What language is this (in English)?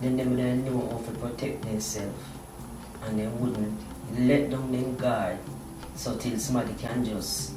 Jamaican Creole English